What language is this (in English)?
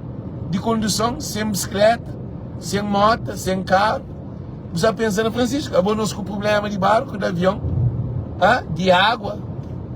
Kabuverdianu